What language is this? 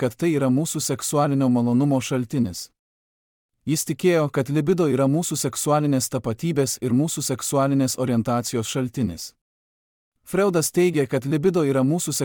Lithuanian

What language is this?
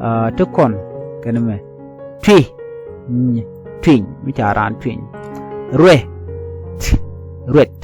Nuer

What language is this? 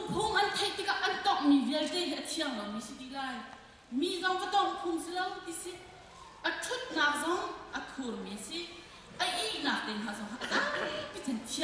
Hakha Chin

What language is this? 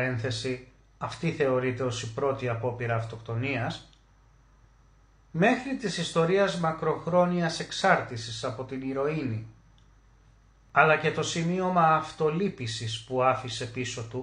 Greek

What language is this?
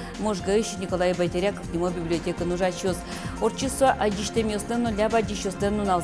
Udmurt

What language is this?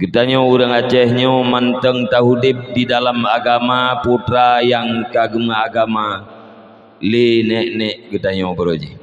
Achinese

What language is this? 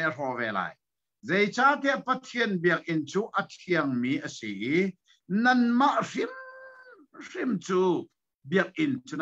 Hakha Chin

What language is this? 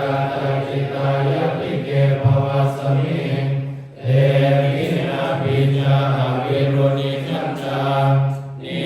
Pali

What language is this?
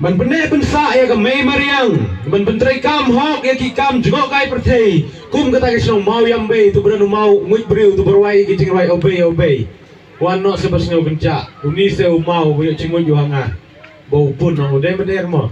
Khasi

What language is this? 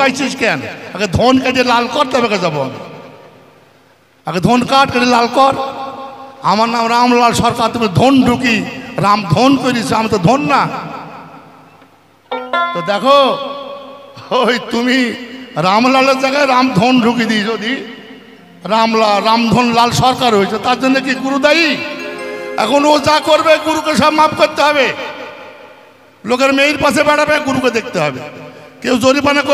Bangla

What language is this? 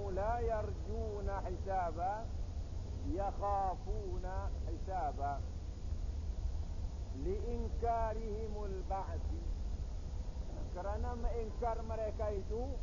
Malay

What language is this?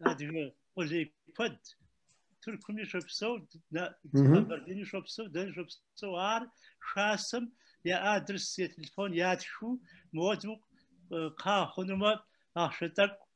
Kabardian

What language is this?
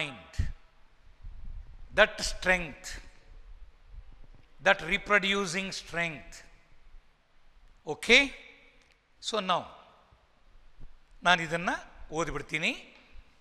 Kannada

